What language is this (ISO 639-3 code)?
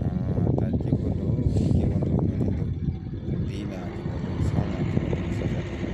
bod